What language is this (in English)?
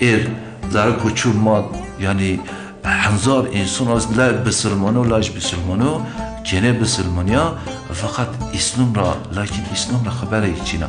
Zaza